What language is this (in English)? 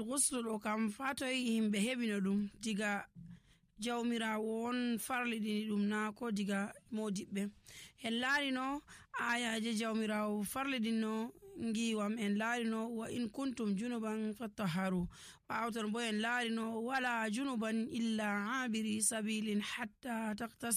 Nigerian Fulfulde